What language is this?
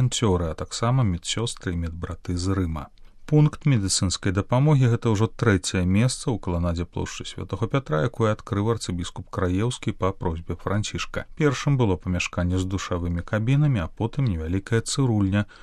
Belarusian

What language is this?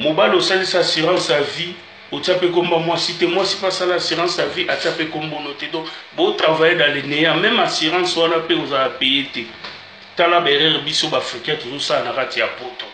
Lingala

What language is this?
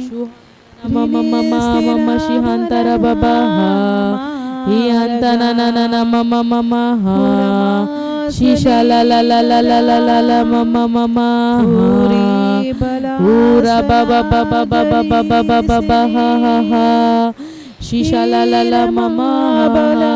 Tem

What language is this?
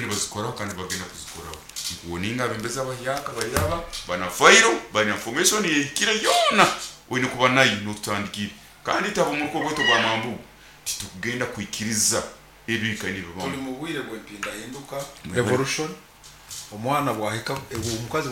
Nyoro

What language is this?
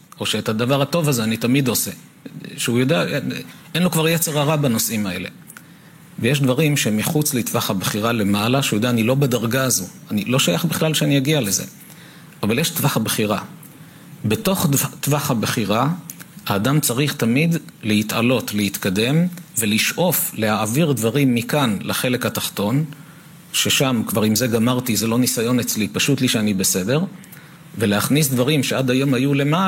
Hebrew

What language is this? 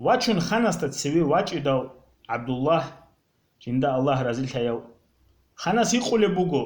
Avaric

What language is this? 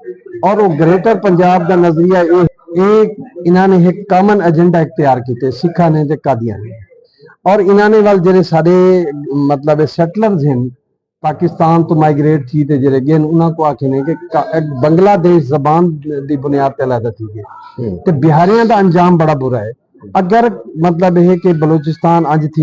Saraiki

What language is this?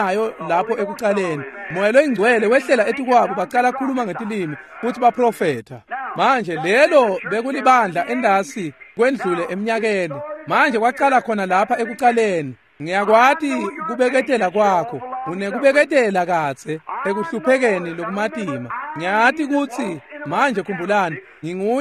Swati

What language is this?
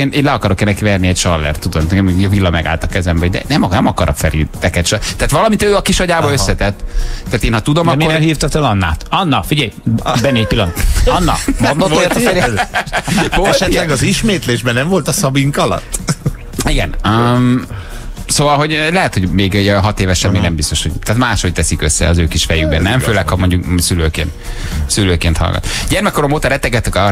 Hungarian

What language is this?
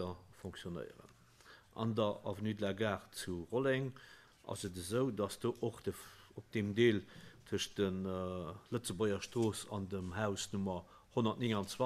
Luxembourgish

